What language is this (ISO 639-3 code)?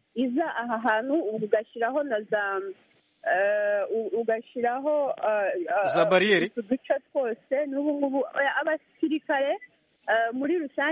kin